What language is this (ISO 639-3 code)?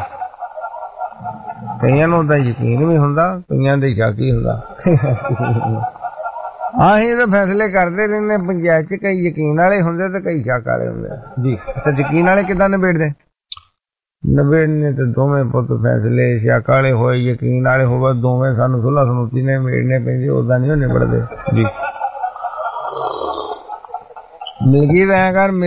pan